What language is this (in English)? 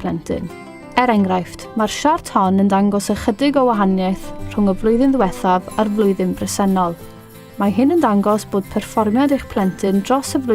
Welsh